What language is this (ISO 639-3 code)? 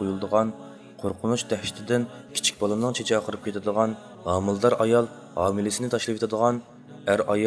uig